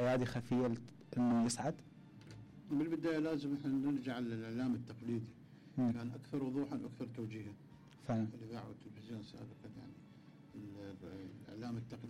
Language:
Mesopotamian Arabic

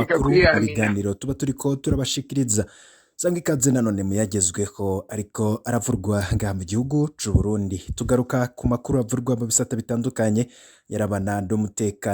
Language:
Rundi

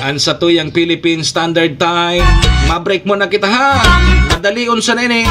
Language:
Bikol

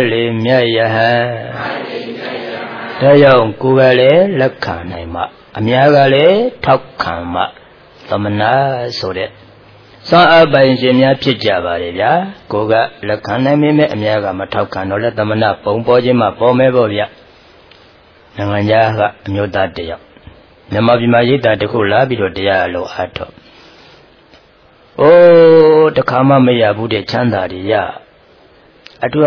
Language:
Burmese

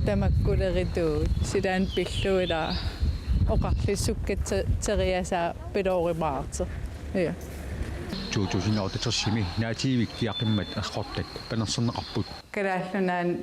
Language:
Kalaallisut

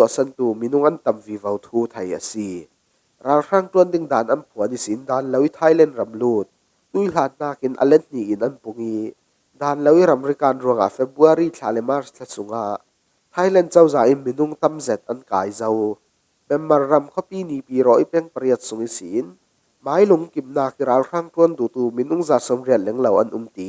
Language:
Falam Chin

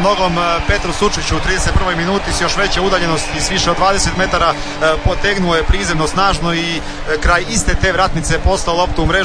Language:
Croatian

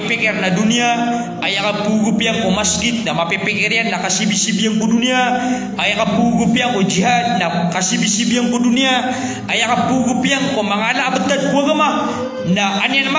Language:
Maranao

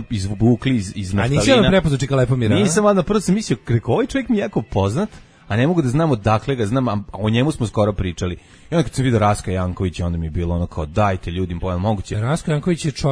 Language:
Serbian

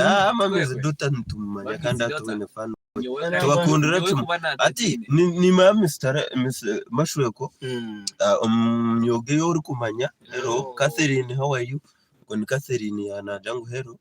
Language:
Nyankole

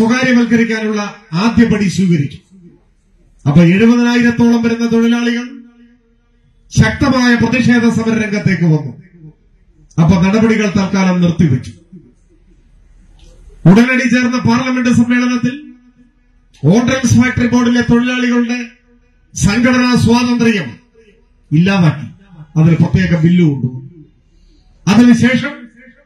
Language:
Malayalam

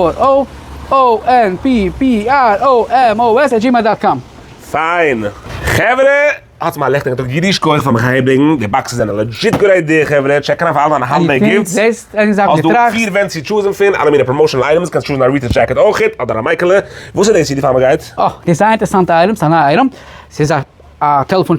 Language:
Yiddish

